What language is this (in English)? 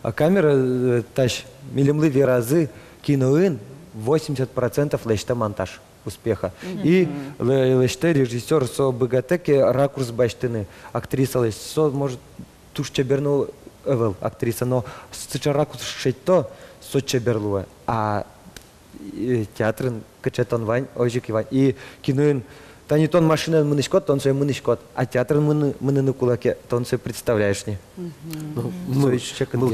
Udmurt